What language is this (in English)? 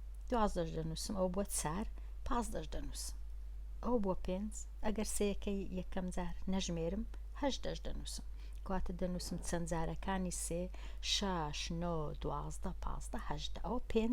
Central Kurdish